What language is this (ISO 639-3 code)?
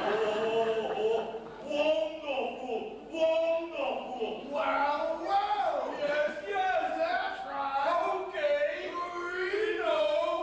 lim